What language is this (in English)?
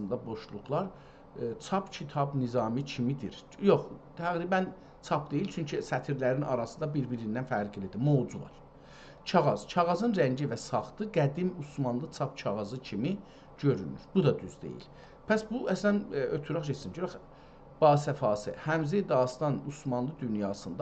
South Azerbaijani